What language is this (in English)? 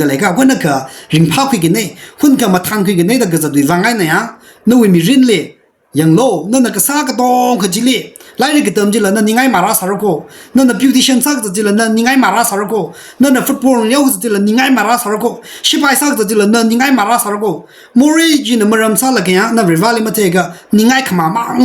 Tangkhul Naga (India)